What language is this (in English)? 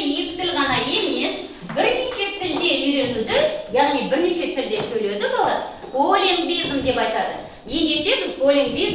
Kazakh